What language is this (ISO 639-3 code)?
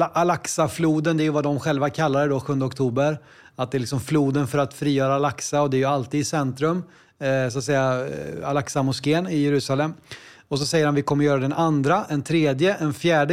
swe